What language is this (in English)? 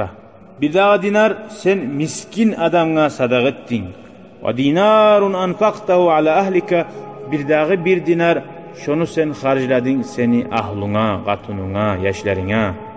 Kumyk